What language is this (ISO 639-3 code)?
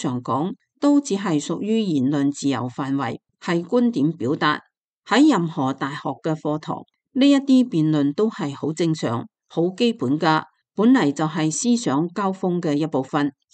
yue